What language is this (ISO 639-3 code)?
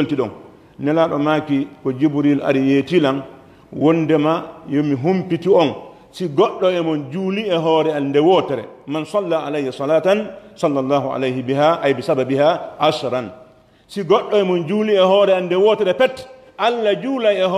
fuf